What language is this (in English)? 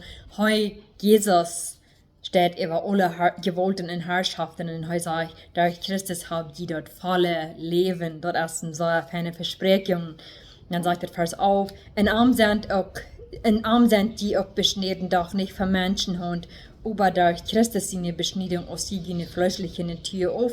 Plautdietsch